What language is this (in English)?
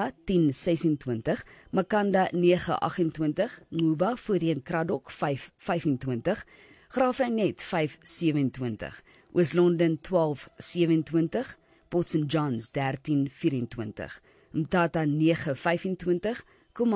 Afrikaans